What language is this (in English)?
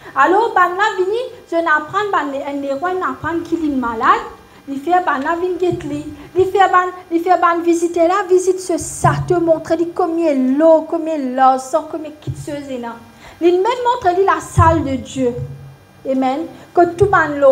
Morisyen